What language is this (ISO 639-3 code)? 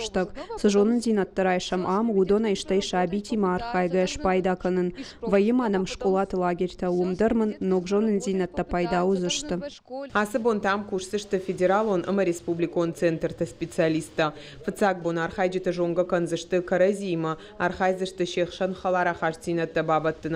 oss